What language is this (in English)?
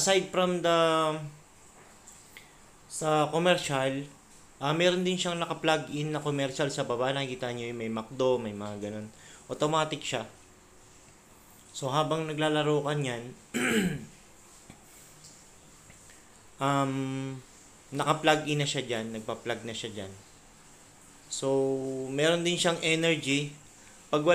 Filipino